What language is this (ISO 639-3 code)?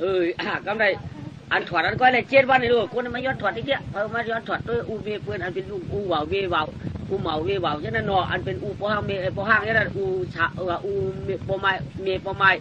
shn